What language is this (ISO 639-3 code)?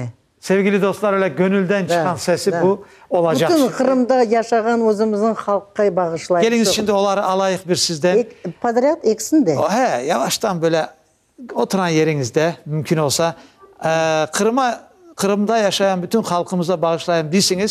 crh